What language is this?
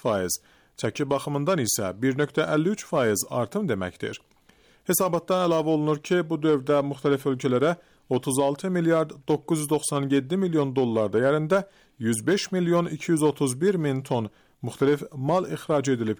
Azerbaijani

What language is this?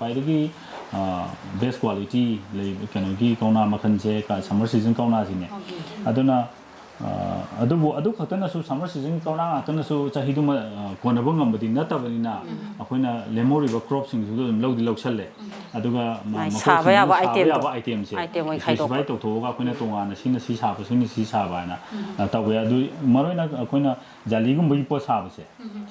Manipuri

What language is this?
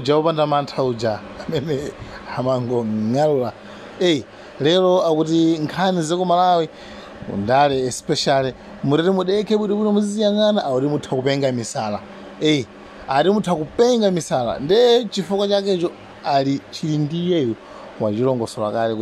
Nyanja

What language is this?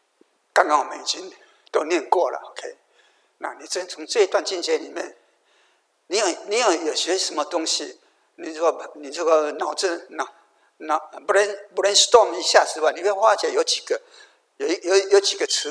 Chinese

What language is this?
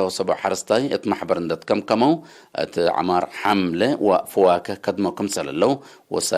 Tigre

